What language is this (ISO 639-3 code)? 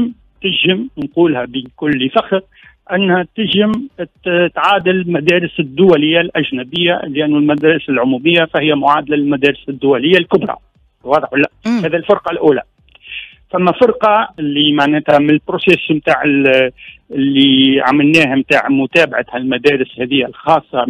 aeb